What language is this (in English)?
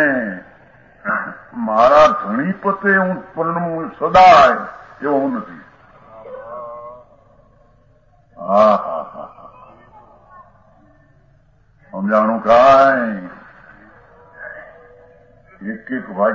Gujarati